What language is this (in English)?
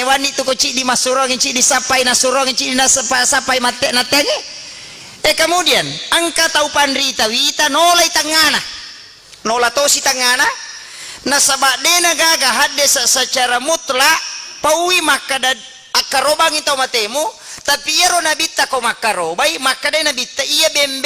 Buginese